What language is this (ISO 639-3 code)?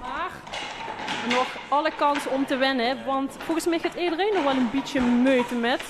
lim